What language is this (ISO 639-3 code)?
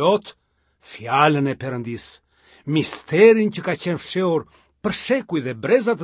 sqi